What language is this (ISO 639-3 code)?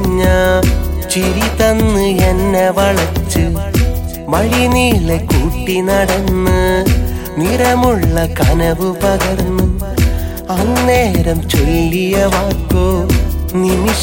mal